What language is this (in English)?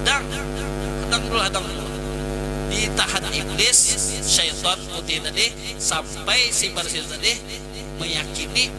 Banjar